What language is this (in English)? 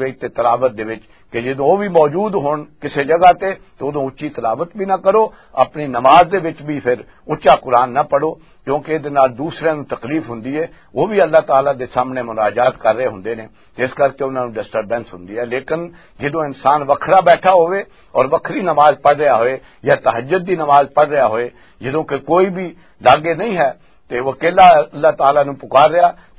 Western Panjabi